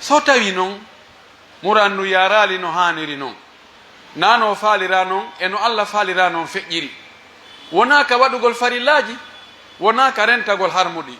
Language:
Pular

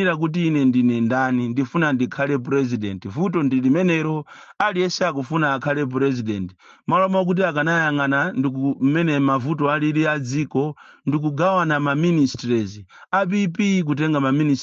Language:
Nyanja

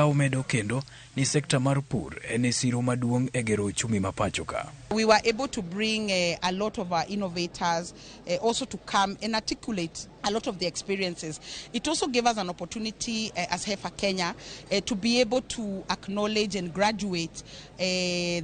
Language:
Luo (Kenya and Tanzania)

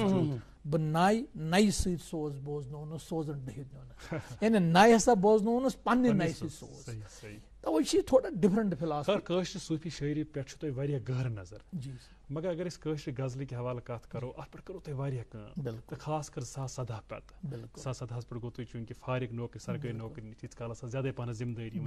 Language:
Kashmiri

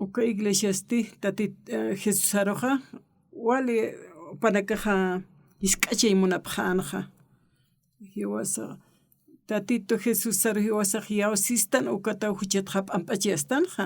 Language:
Aymara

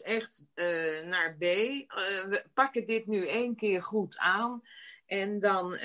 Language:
Dutch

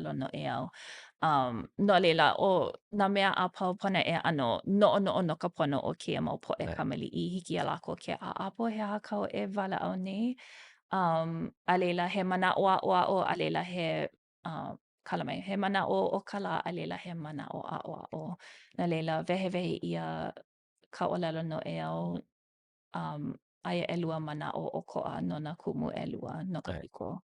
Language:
Hawaiian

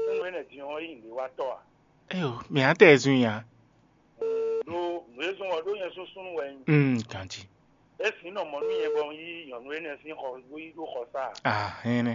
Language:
Fon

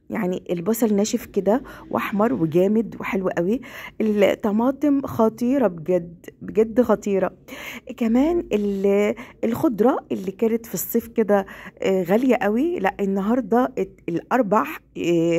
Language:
Egyptian Arabic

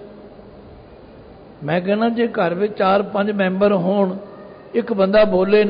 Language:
Punjabi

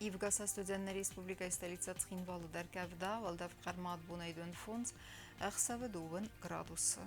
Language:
Ossetic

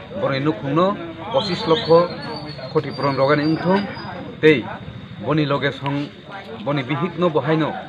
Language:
Kok Borok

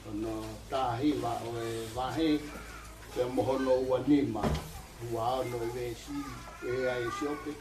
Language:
Tongan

